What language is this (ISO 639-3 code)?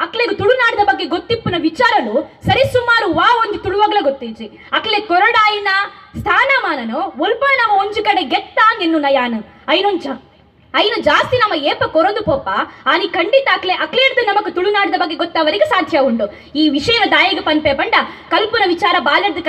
tcy